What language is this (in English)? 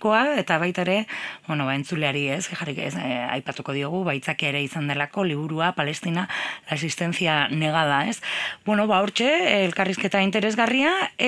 Basque